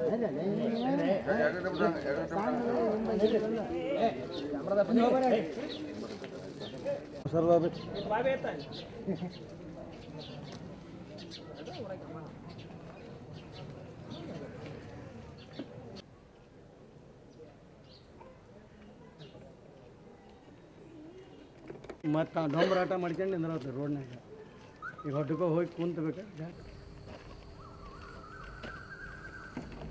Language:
Kannada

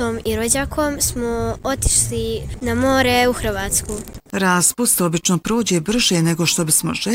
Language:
Bosnian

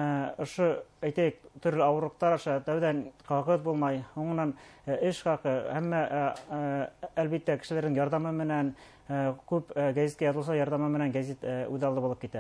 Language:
Bashkir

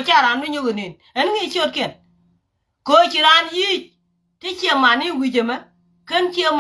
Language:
Nuer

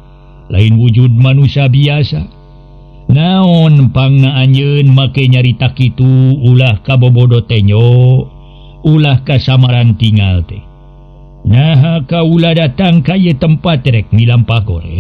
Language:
Sundanese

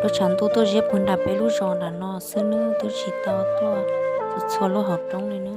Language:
Hmong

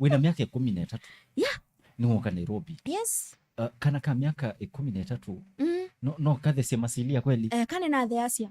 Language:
Kamba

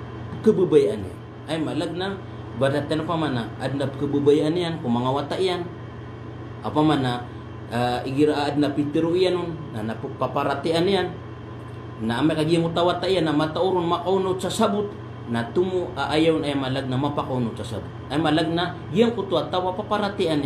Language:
Maranao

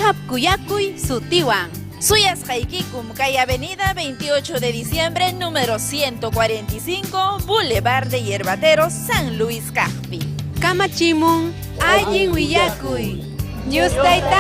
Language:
Ayacucho Quechua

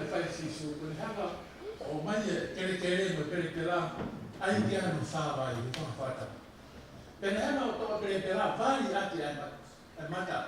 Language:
Tongan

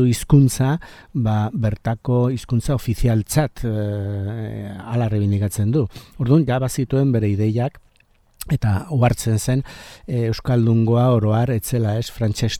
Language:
Basque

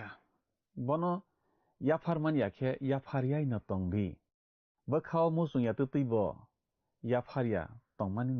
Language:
Kok Borok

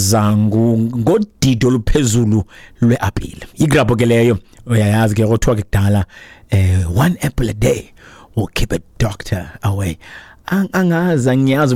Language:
Xhosa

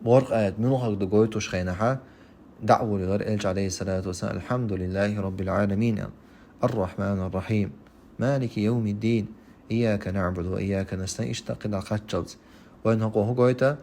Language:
Chechen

